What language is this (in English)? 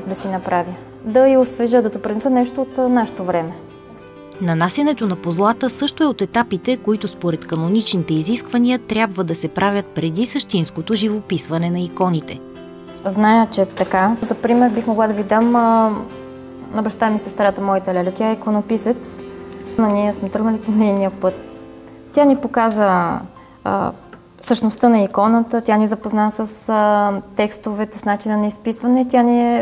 Bulgarian